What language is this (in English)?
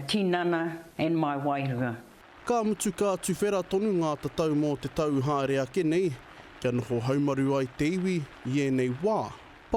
Māori